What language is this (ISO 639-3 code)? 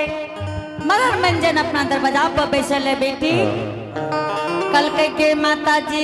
anp